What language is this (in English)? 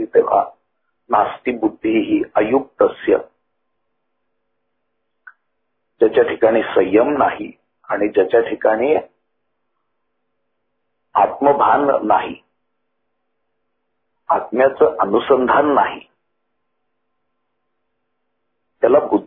Marathi